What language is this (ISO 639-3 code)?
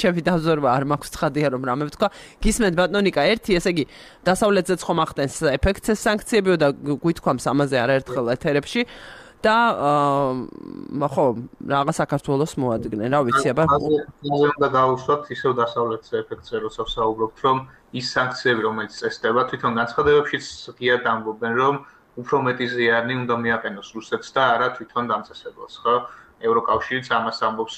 kat